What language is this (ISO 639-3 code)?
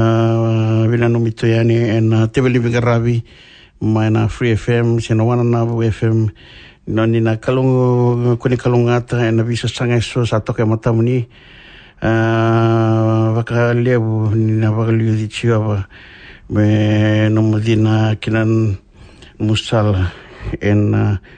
fij